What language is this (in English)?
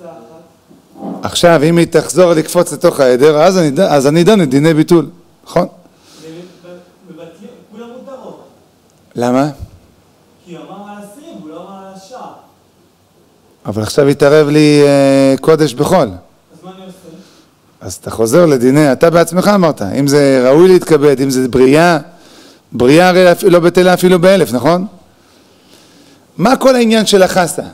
Hebrew